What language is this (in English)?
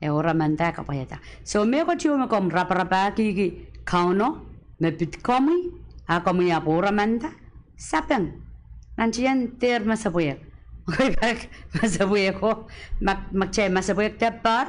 Pohnpeian